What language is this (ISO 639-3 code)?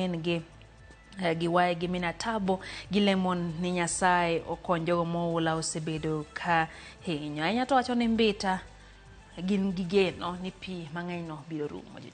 luo